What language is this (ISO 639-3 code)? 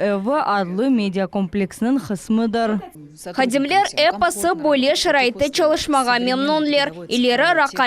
crh